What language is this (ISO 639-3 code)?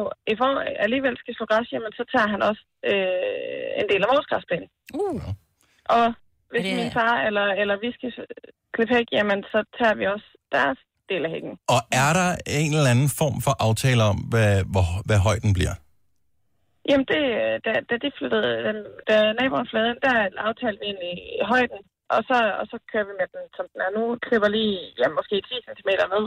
dan